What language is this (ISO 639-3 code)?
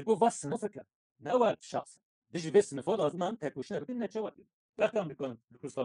kur